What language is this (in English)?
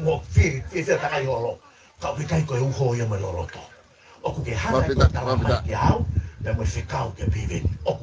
Tongan